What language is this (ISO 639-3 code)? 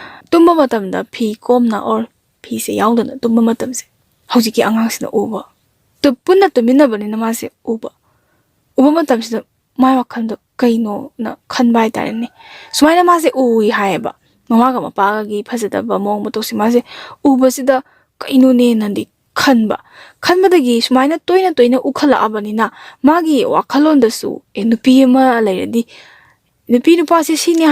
mni